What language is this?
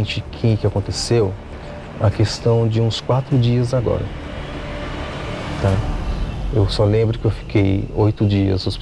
Portuguese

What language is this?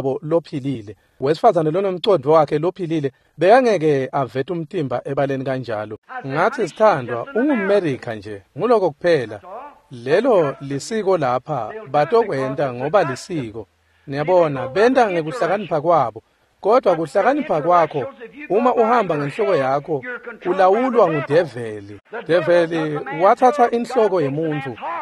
Swati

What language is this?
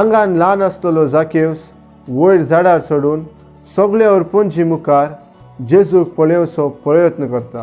Konkani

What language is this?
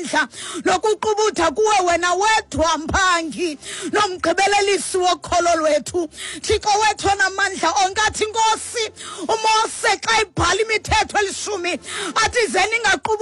Xhosa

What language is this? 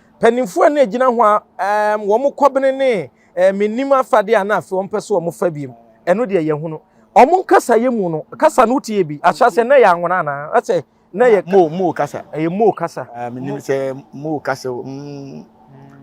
Akan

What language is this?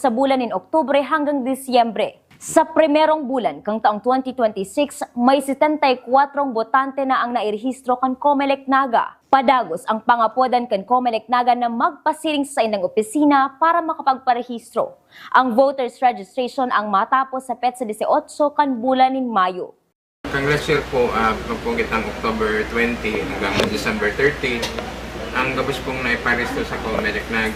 Bikol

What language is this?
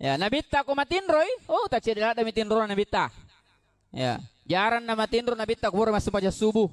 Buginese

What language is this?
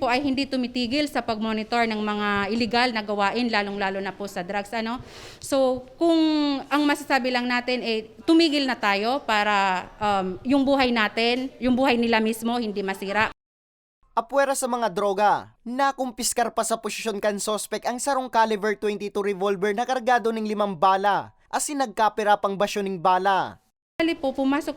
Bikol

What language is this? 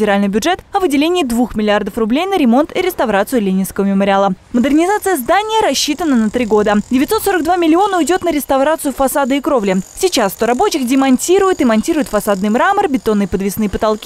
Russian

